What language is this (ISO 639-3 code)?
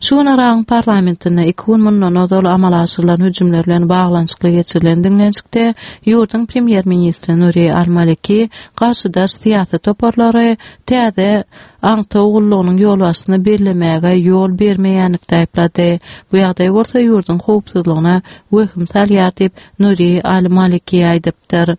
tuk